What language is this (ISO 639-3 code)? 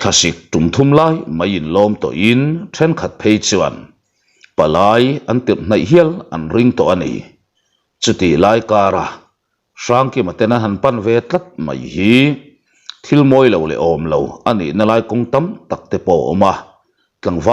lus